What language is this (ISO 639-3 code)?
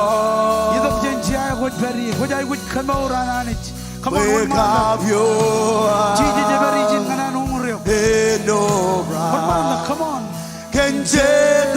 mah